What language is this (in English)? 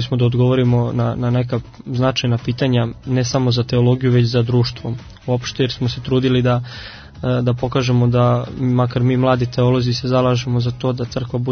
Serbian